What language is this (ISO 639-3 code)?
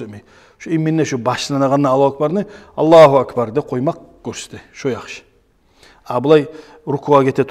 kum